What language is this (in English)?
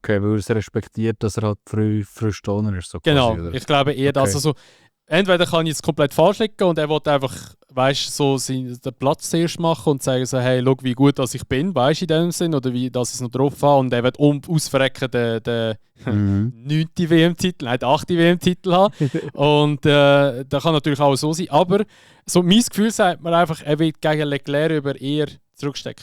Swiss German